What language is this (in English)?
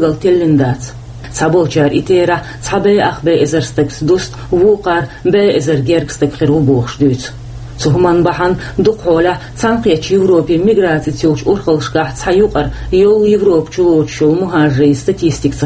Chechen